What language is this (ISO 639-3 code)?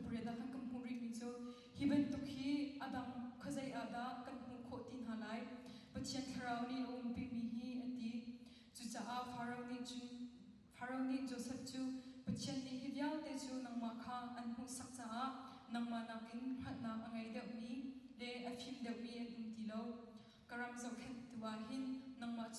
cnh